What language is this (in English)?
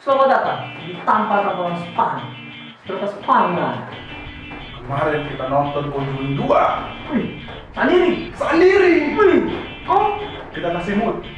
Manado Malay